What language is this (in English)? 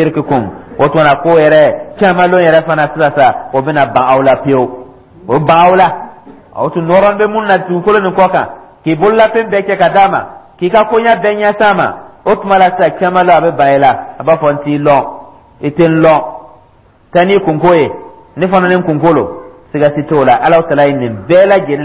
Dyula